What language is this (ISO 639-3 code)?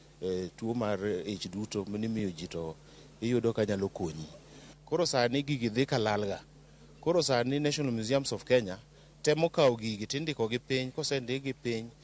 luo